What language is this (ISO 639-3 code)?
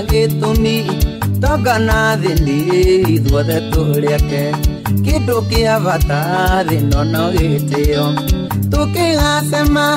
kik